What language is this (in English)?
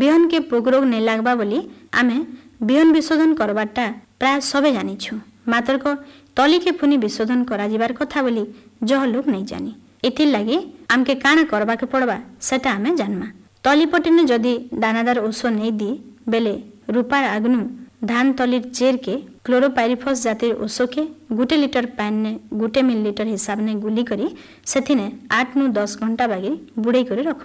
Odia